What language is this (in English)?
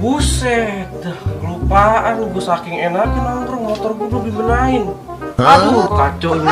Betawi